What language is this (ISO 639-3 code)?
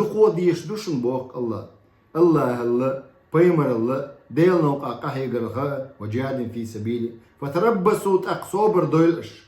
che